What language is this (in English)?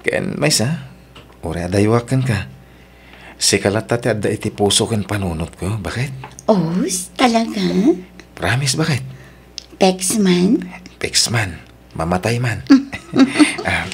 Iloko